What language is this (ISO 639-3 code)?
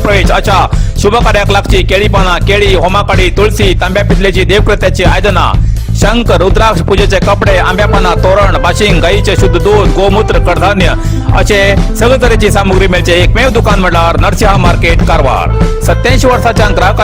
kok